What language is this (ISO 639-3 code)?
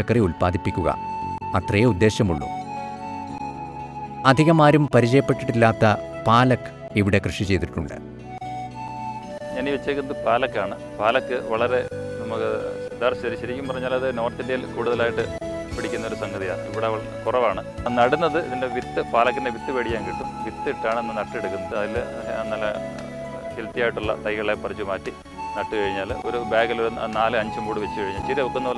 mal